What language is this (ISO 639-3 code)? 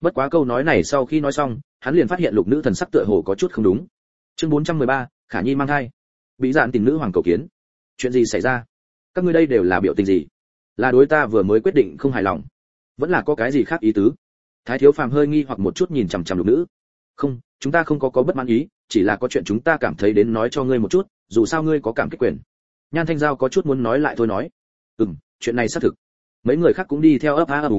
vie